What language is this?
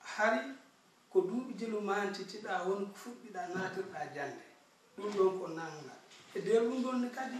Fula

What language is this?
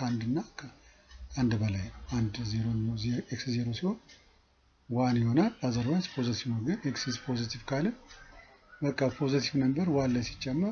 Amharic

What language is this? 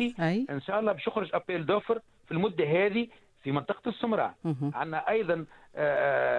Tunisian Arabic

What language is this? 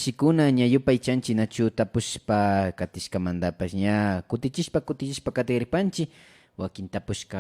Imbabura Highland Quichua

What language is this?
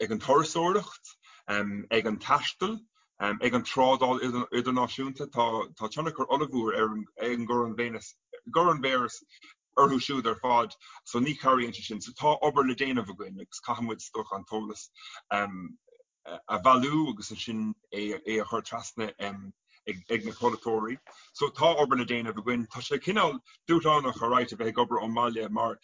Irish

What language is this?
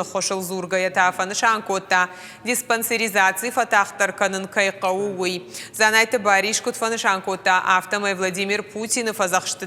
Ossetic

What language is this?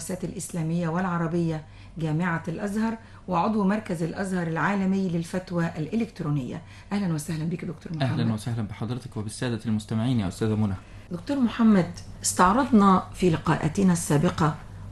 Arabic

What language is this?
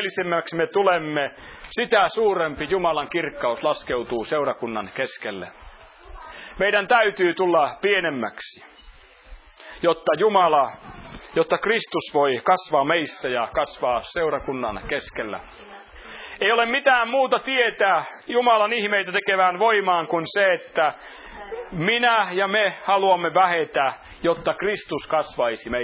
Finnish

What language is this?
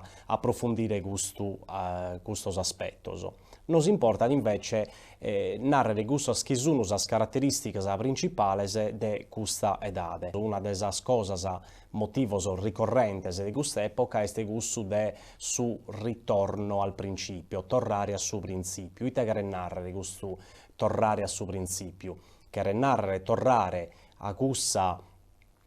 Sardinian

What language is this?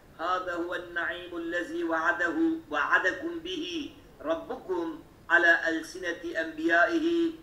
Kurdish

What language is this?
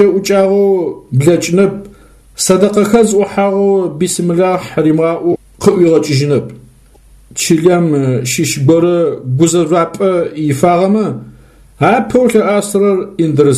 Adyghe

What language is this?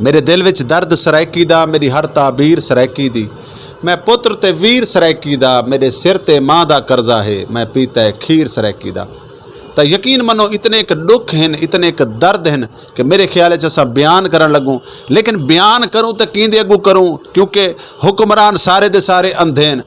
Saraiki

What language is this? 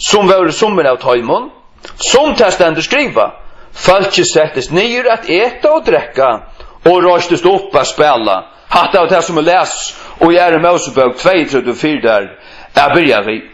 Faroese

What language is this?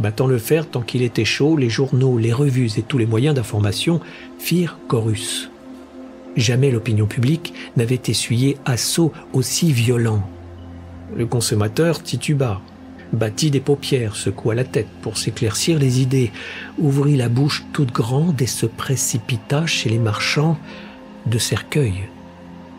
French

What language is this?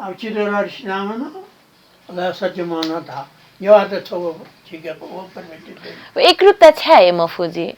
Newari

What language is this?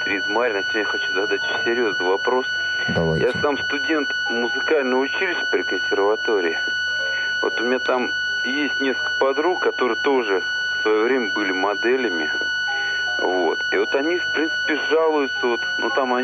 Russian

